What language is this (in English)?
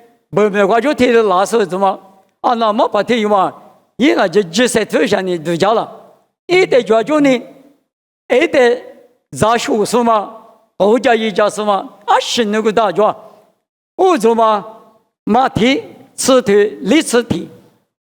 Lisu